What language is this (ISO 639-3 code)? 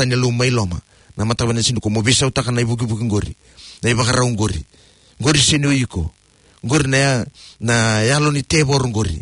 fij